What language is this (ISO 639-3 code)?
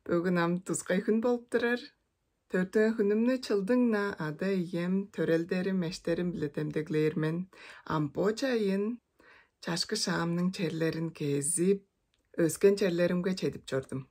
tyv